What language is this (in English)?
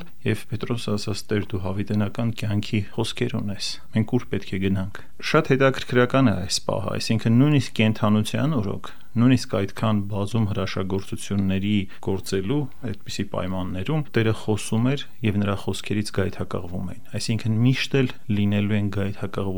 Armenian